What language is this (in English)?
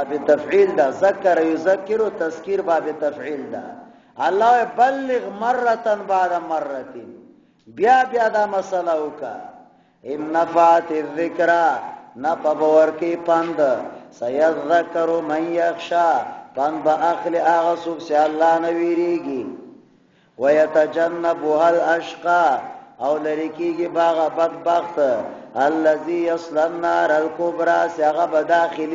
Pashto